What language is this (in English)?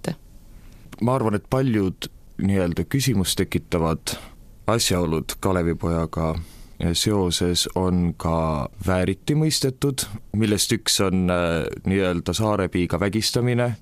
Estonian